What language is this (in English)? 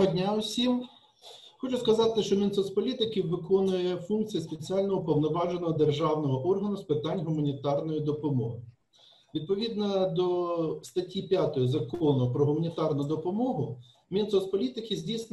Ukrainian